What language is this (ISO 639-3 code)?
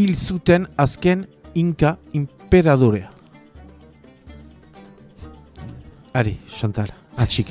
eus